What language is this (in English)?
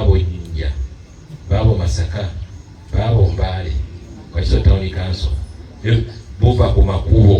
Ganda